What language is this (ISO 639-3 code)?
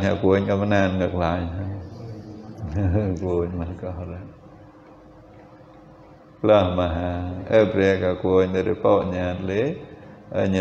vie